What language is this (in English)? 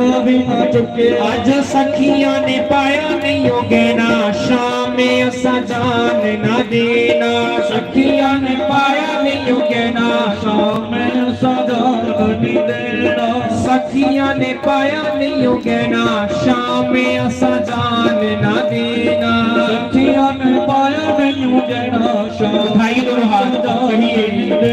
Dogri